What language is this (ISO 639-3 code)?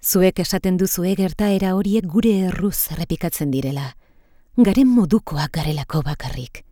eus